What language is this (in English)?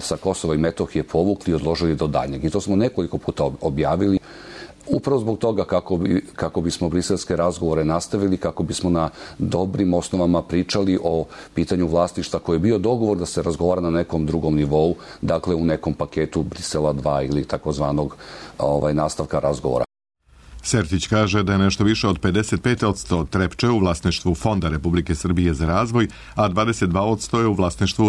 Serbian